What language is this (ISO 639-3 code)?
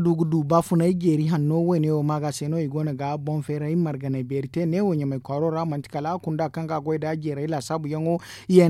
dje